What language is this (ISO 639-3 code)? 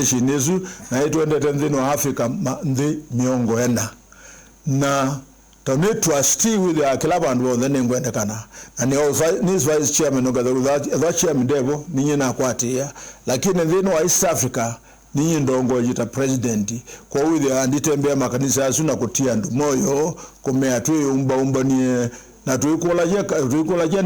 kam